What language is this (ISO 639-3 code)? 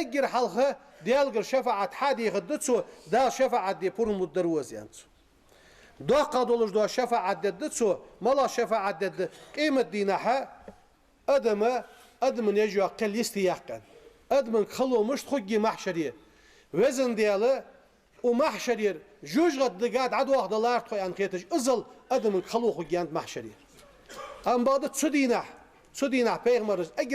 inh